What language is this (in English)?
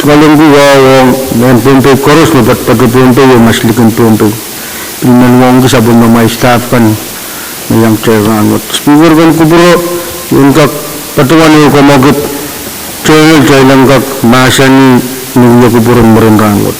Pohnpeian